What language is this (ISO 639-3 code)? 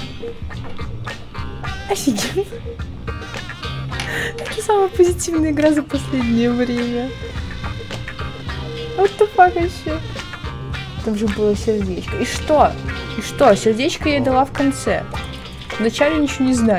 rus